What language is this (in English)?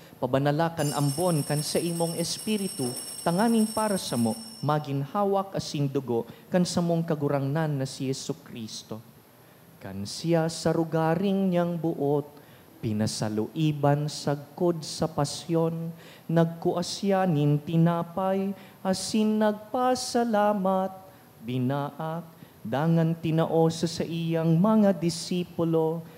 Bikol